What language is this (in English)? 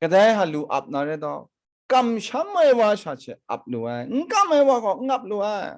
Kachin